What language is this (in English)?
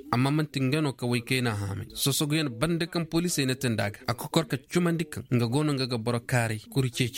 Koyraboro Senni